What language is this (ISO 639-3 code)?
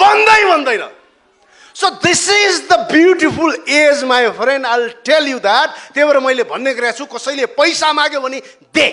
nep